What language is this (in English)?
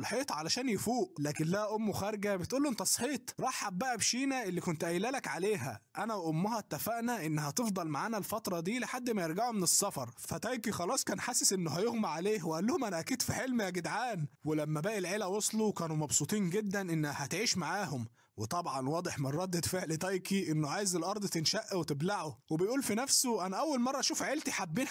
Egyptian Arabic